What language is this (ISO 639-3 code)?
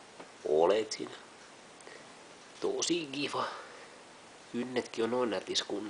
fin